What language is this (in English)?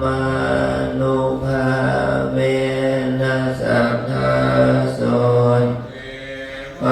Pali